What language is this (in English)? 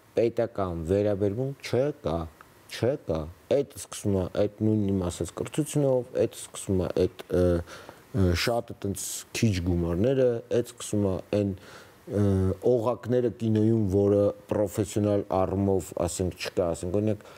Armenian